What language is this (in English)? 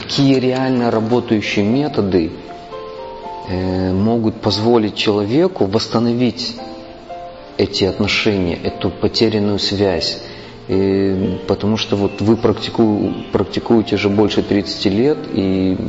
Russian